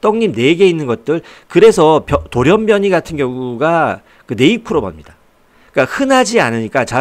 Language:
Korean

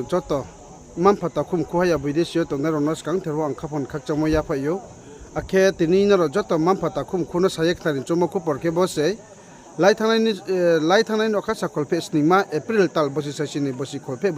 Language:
Riang (India)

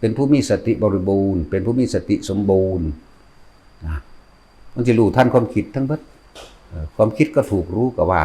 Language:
Northeastern Thai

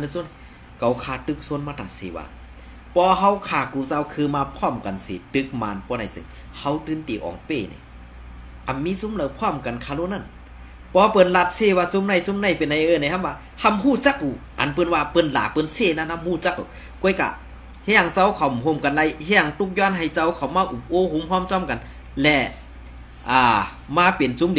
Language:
Shan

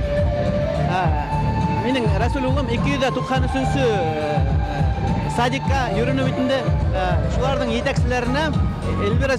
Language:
Bashkir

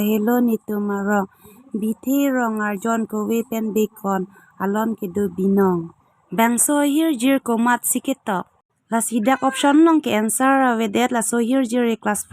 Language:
Karbi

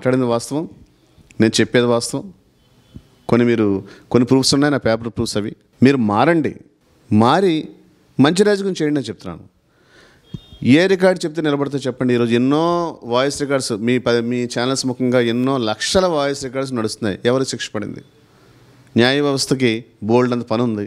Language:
Telugu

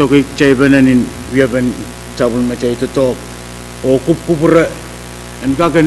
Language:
Pohnpeian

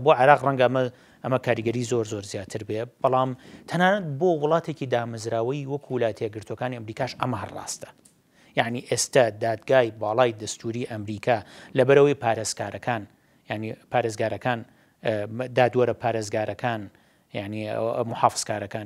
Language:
Central Kurdish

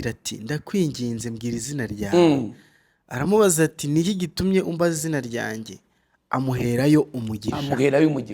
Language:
Kinyarwanda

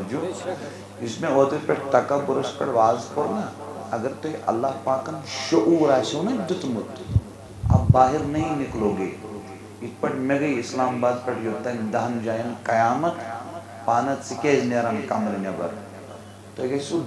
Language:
Kashmiri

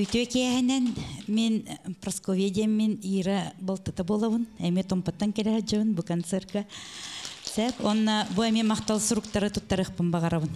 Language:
Yakut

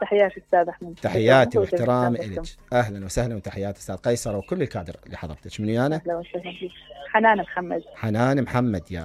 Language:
Mesopotamian Arabic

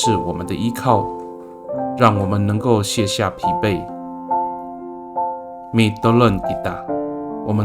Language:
Amis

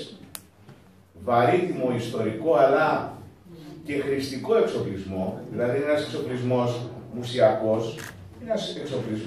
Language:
Greek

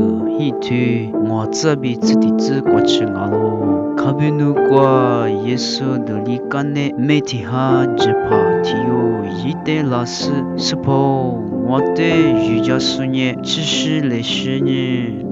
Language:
Lisu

